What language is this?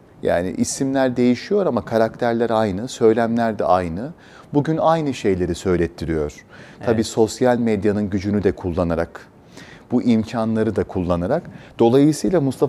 Turkish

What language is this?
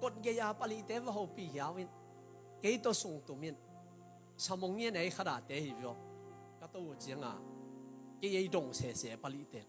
Tedim Chin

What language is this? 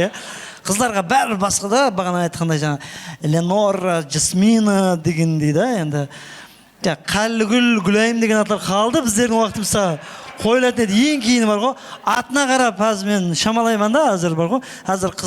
Kara-Kalpak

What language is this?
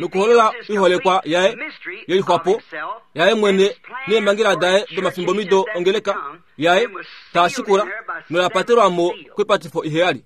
Kuanyama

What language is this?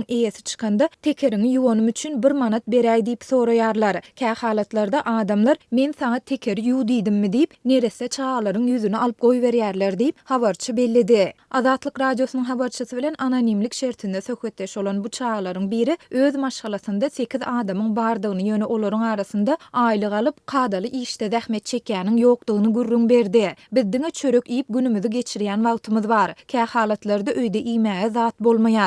Turkmen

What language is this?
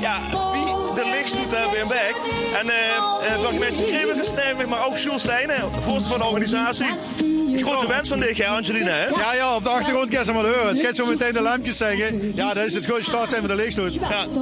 Limburgish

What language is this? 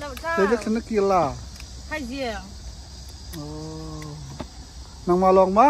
Hakha Chin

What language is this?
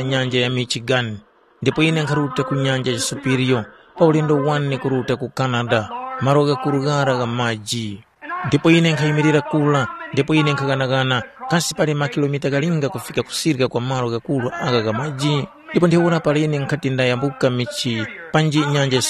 Tumbuka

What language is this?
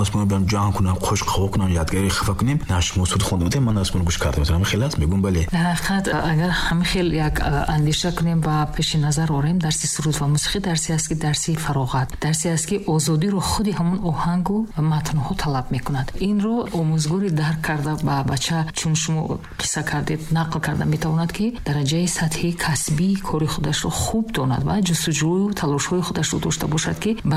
Tajik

